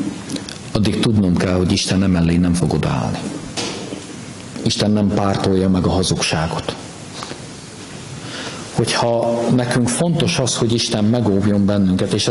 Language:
Hungarian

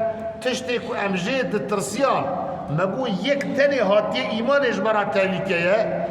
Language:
Kurdish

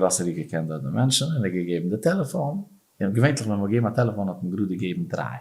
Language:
Yiddish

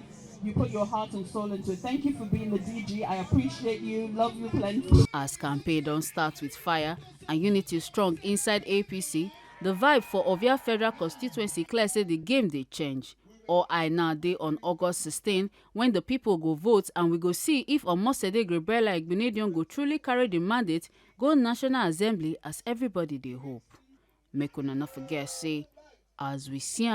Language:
Nigerian Pidgin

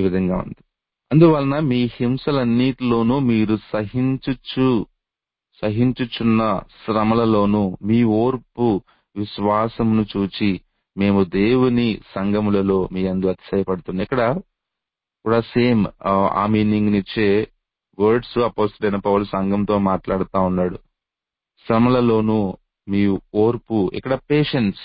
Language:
Telugu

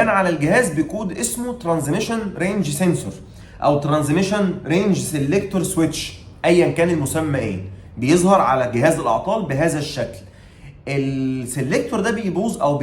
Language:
Egyptian Arabic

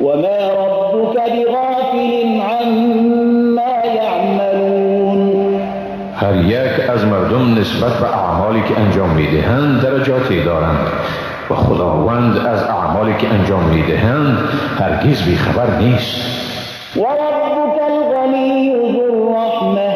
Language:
Persian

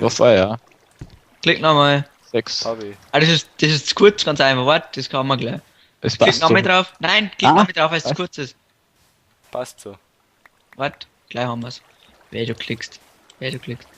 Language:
Bavarian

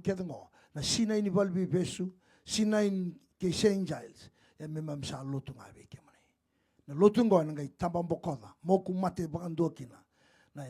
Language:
Fijian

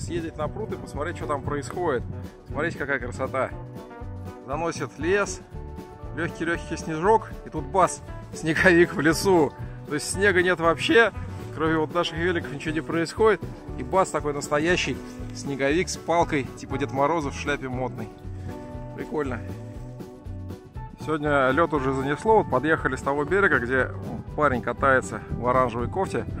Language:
Russian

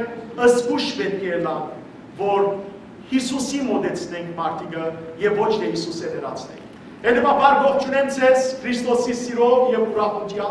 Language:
Western Armenian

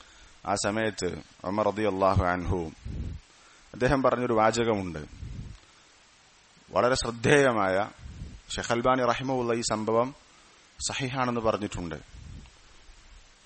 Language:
Malayalam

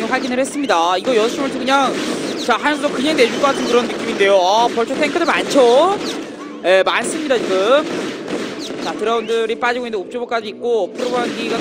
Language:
Korean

